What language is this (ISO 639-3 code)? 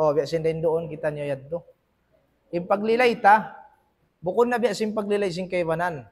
tsg